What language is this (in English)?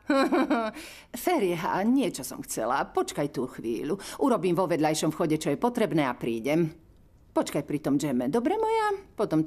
Slovak